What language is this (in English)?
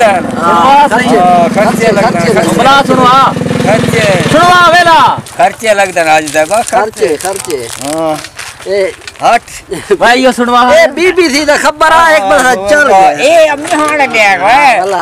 Saraiki